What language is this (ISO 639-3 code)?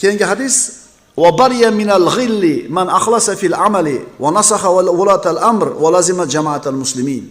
uzb